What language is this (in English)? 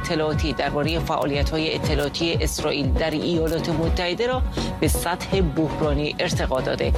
Persian